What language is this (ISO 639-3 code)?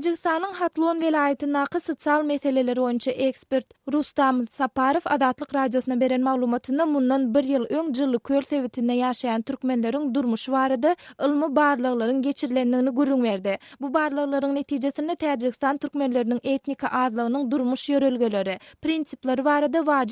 tuk